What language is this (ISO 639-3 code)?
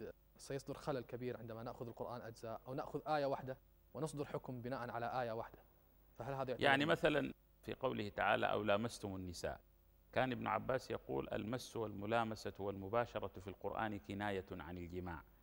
ara